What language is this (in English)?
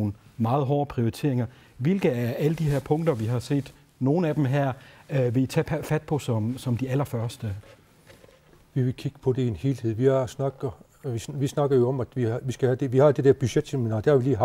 Danish